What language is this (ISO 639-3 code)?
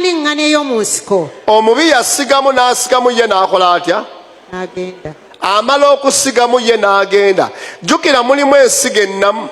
lug